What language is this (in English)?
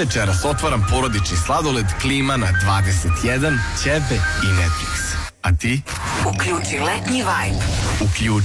Serbian